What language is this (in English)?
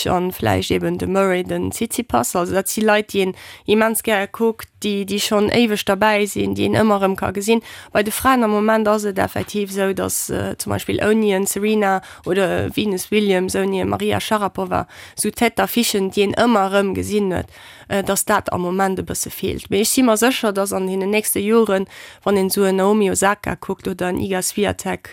Luxembourgish